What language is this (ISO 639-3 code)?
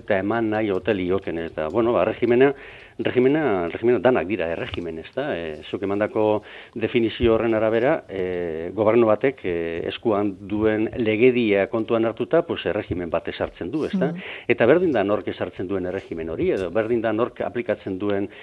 eus